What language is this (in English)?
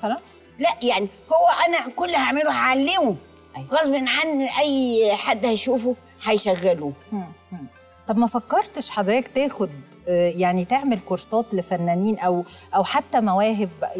Egyptian Arabic